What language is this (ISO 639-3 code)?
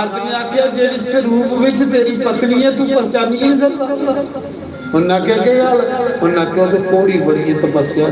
doi